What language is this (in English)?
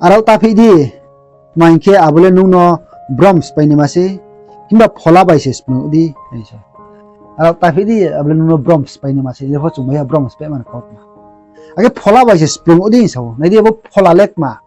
Riang (India)